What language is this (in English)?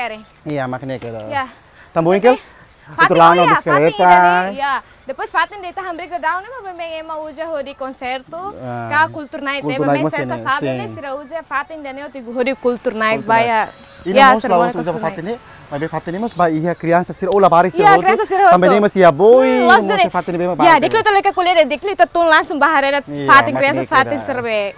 Tetum